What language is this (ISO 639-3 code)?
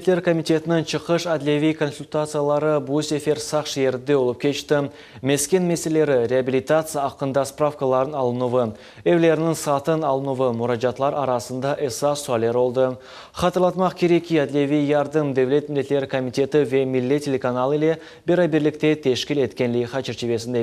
crh